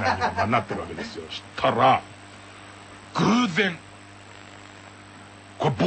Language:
Japanese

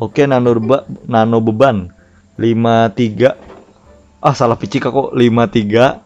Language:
Banjar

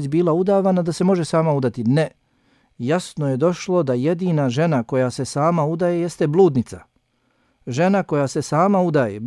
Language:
Bosnian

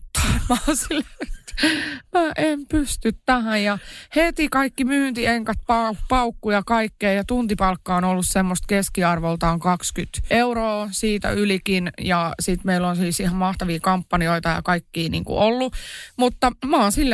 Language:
Finnish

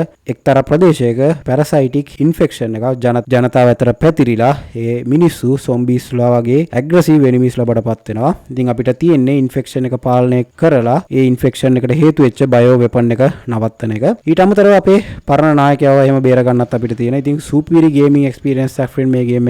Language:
Sinhala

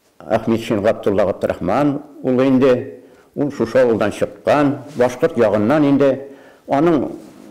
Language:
Bashkir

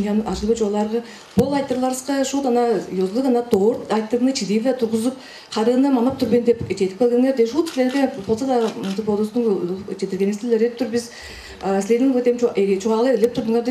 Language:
Tuvinian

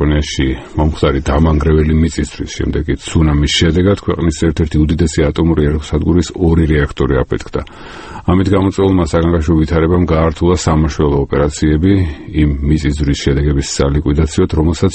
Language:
Georgian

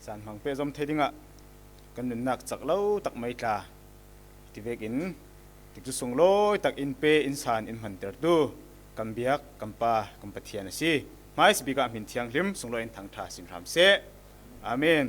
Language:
Falam Chin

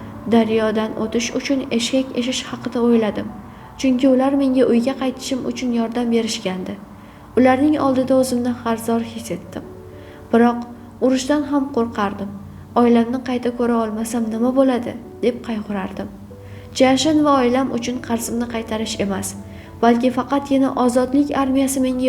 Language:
Uzbek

